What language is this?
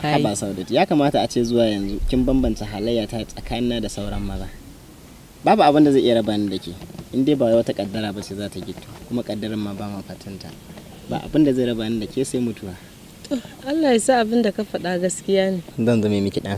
Hausa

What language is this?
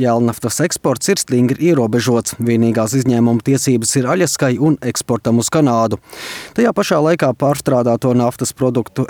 Latvian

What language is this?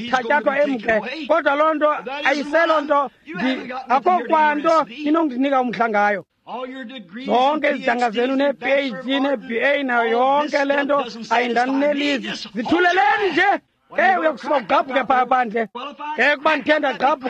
Xhosa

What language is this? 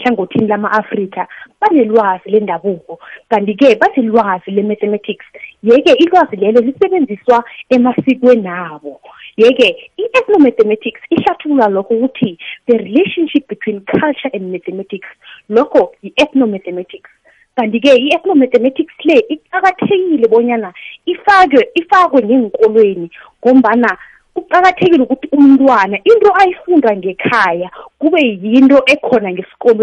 South Ndebele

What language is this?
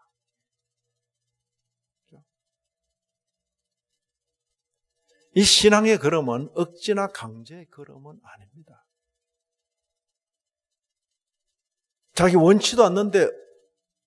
Korean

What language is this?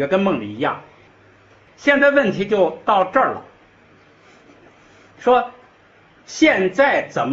Chinese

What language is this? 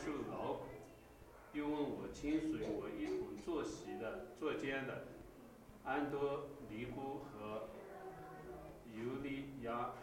Chinese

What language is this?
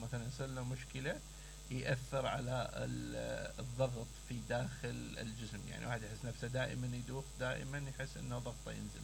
Mesopotamian Arabic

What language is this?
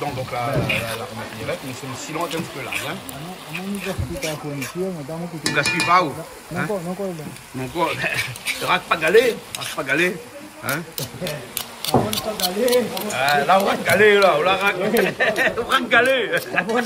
Réunion Creole French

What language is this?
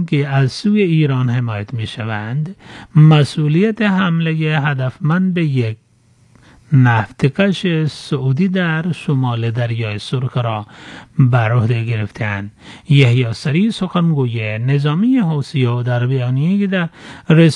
Persian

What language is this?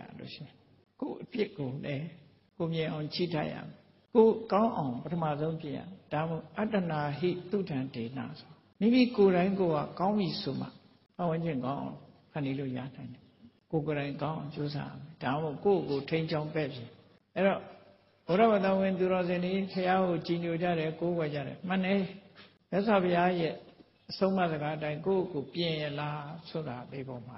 Burmese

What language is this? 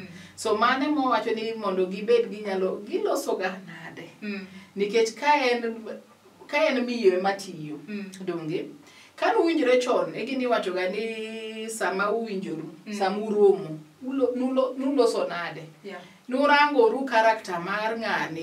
Luo (Kenya and Tanzania)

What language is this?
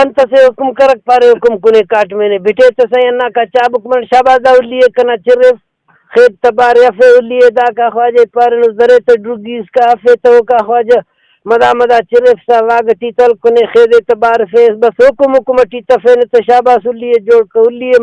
Brahui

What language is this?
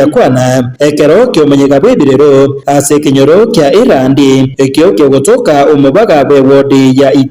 Gusii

